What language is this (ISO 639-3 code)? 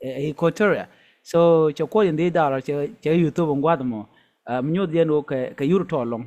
nus